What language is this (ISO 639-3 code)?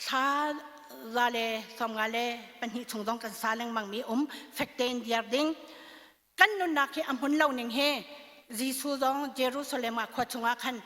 cnh